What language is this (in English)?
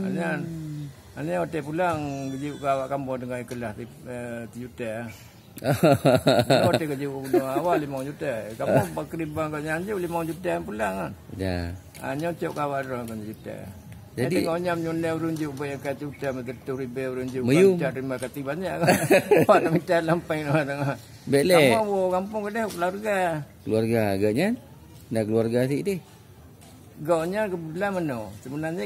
Achinese